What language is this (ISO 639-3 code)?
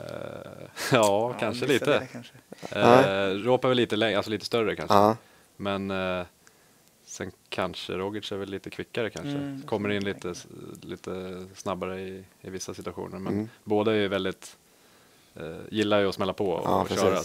swe